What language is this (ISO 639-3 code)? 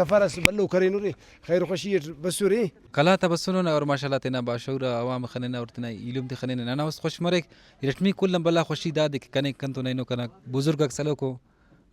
brh